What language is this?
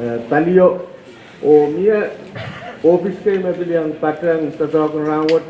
Pohnpeian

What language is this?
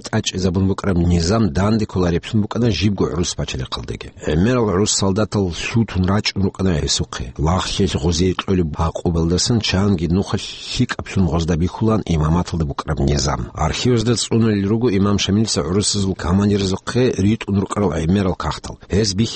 Avaric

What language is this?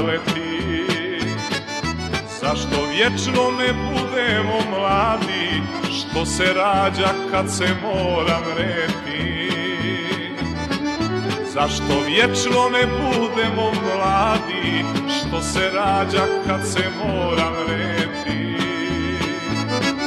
Serbian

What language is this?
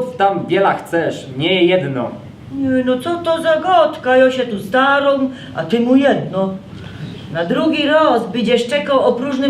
Silesian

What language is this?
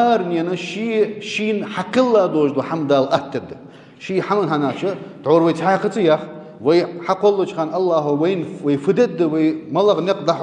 Ingush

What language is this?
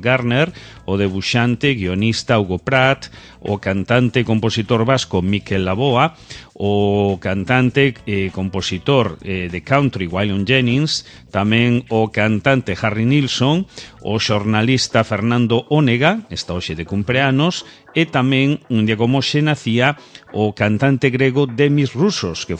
Galician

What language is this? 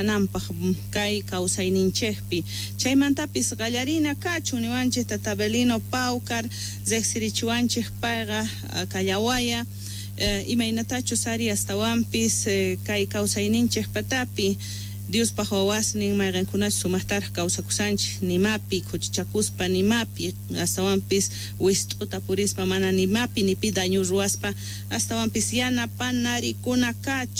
Quechua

